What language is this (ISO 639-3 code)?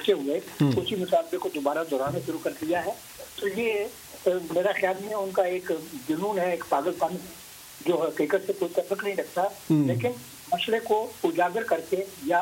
urd